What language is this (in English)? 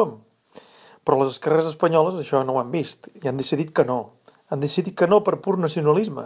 Catalan